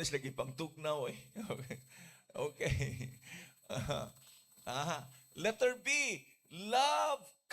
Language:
Cebuano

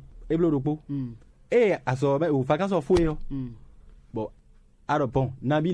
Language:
Fon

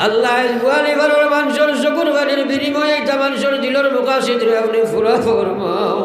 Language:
Sylheti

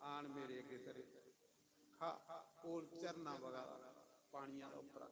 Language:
Dogri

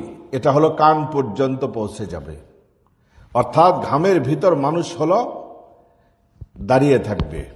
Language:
Bangla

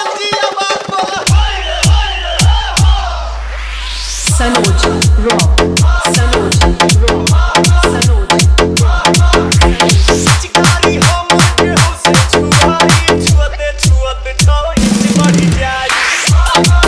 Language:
Bhojpuri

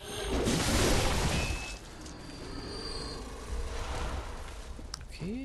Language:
Hungarian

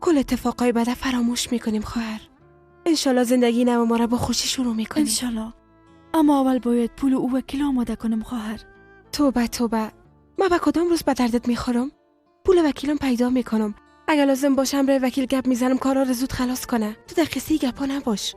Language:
Persian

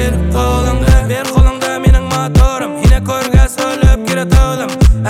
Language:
Kazakh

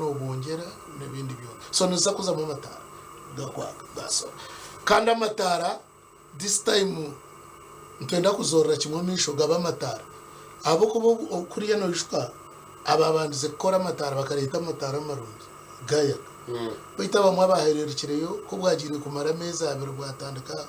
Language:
Nyankole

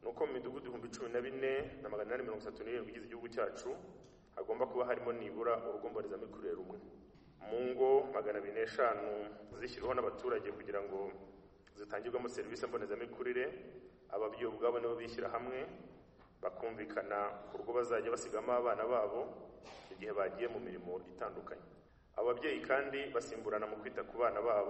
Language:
Kinyarwanda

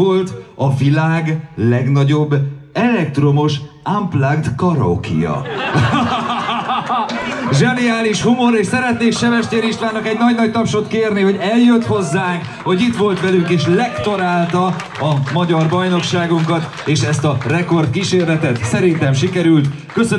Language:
Hungarian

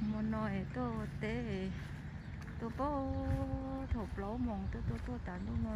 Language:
Hmong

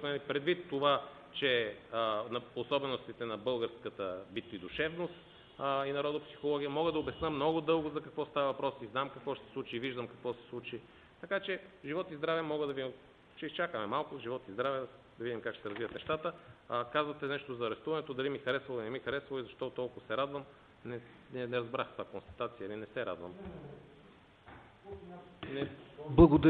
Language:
Bulgarian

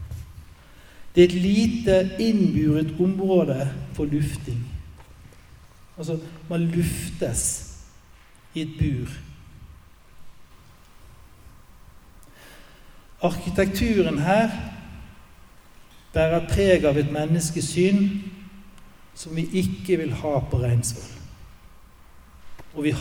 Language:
Norwegian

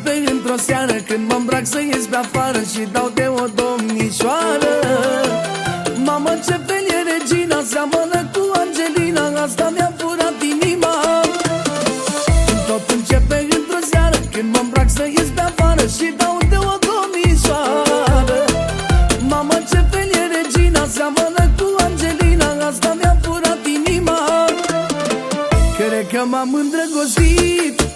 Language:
Romanian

